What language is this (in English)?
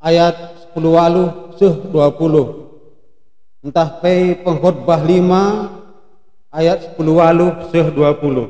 Batak Karo